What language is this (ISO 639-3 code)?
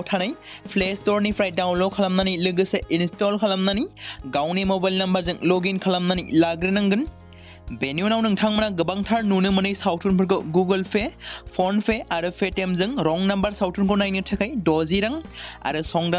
brx